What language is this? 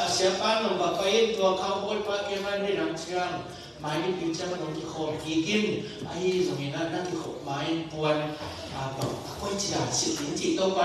Tedim Chin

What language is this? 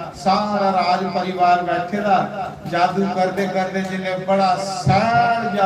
Dogri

